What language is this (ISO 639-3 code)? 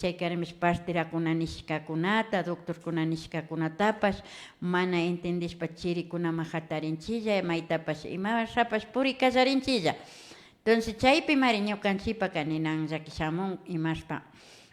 qvi